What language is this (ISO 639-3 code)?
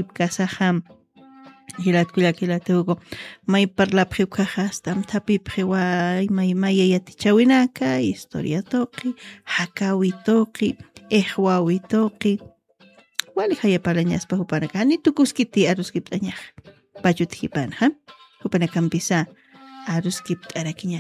aym